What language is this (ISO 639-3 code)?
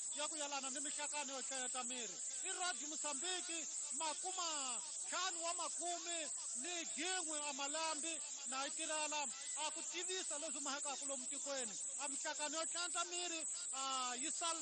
tso